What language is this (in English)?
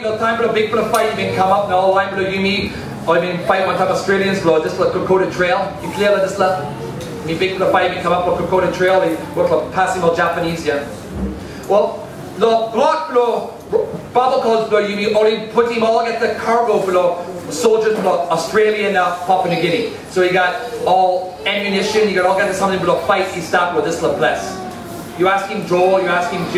Tok Pisin